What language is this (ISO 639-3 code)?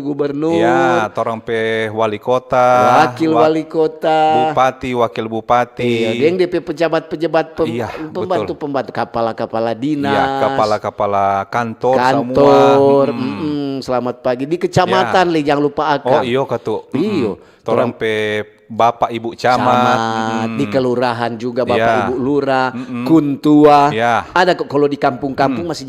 xmm